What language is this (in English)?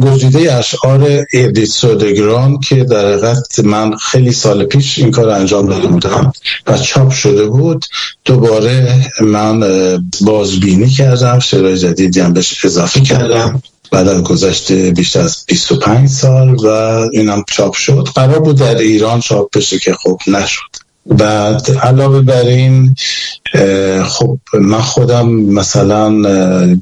Persian